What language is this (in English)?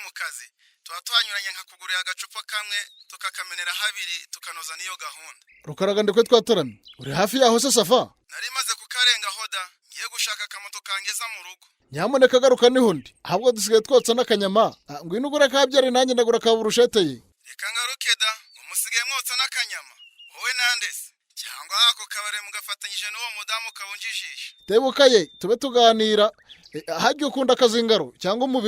Kinyarwanda